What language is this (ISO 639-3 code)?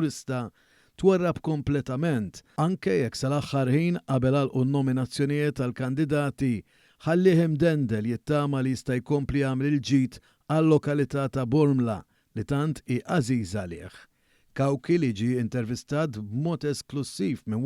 mlt